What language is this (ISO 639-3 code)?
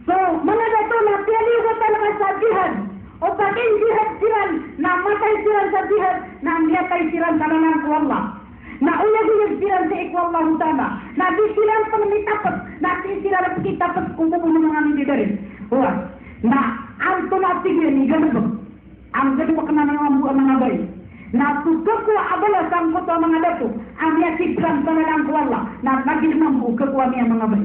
mrw